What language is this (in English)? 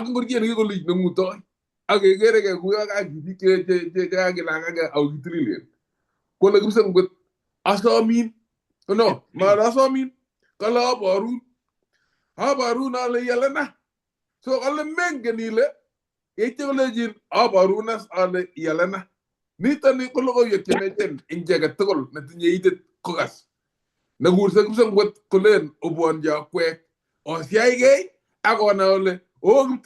Kalenjin